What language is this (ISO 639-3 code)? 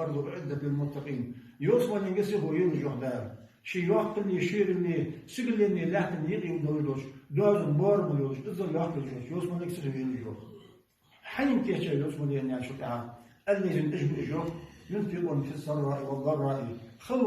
che